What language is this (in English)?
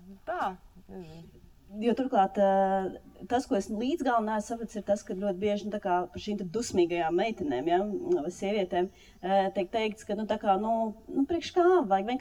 Latvian